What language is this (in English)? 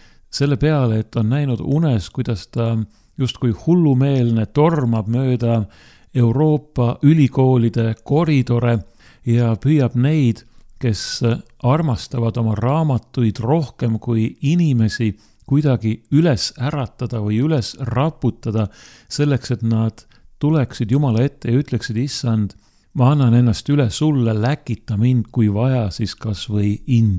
Estonian